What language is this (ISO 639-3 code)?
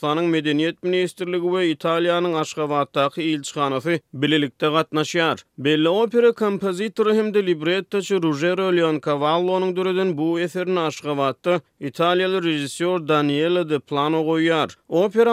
tuk